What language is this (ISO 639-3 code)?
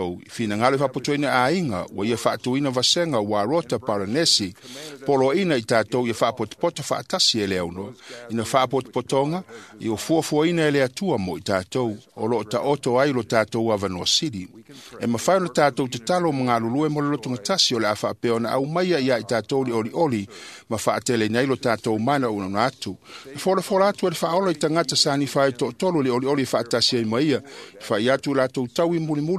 smo